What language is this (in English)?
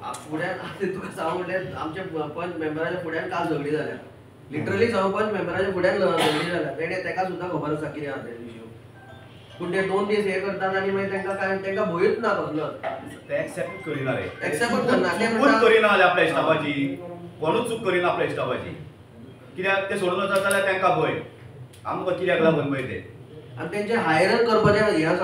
Konkani